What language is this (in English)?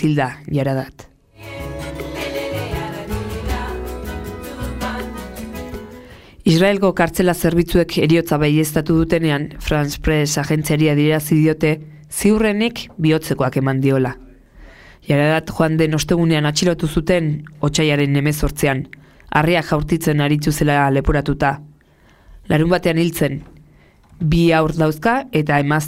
Basque